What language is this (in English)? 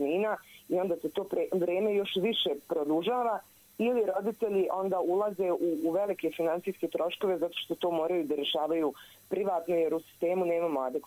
Bosnian